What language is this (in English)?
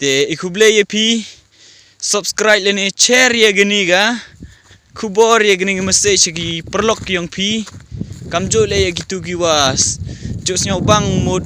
Pnar